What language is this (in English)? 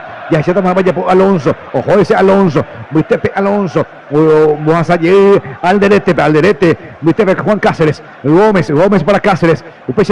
Guarani